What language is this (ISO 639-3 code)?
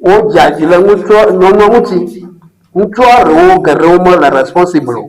ewe